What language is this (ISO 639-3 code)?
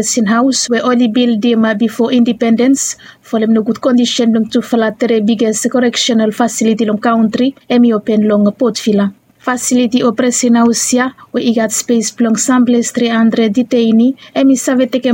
bis